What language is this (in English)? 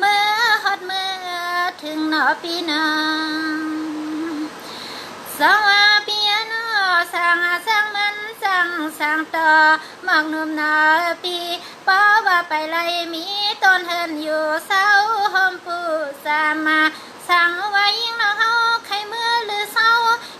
Shan